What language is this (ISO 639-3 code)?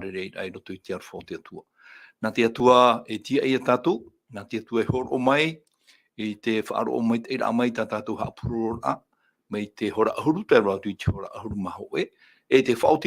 tah